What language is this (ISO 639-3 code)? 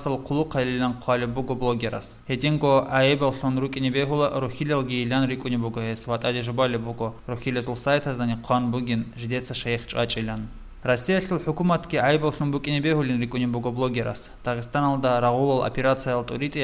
ava